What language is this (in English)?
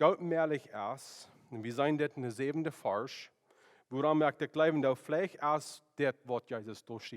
Plautdietsch